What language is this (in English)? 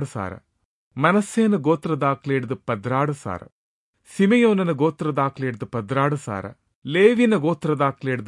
Tulu